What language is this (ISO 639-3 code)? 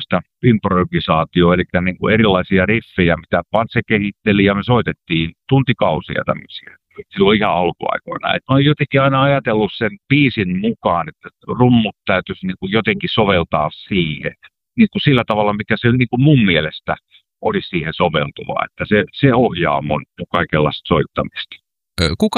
fin